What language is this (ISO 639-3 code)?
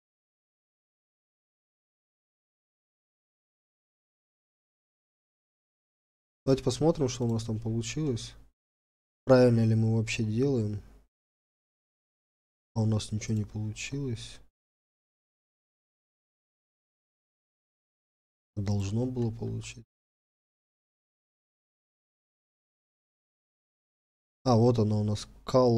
rus